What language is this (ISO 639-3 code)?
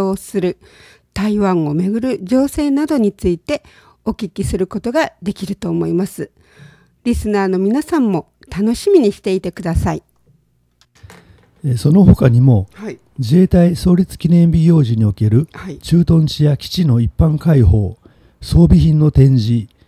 jpn